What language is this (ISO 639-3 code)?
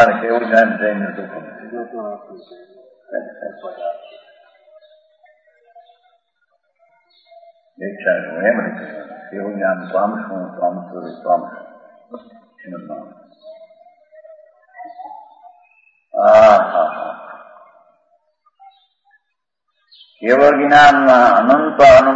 guj